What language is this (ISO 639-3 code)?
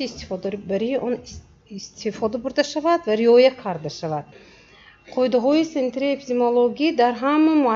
tgk